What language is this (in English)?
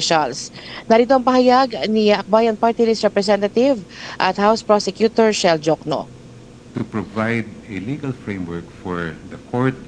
Filipino